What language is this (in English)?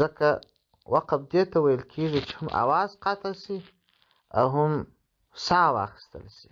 Pashto